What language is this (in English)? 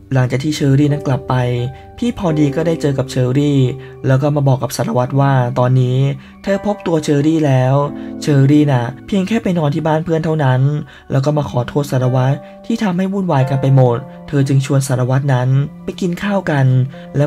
Thai